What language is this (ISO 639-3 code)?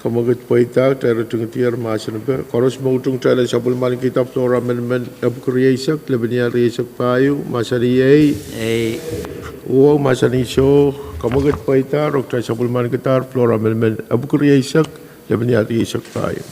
pon